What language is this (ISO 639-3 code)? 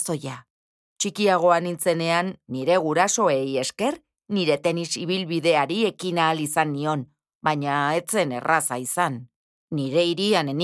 eus